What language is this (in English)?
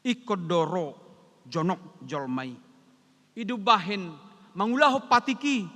Batak Toba